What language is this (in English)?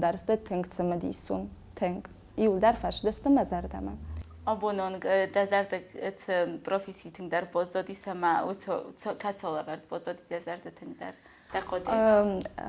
Ossetic